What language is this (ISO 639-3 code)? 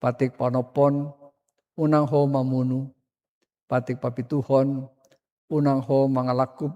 bbc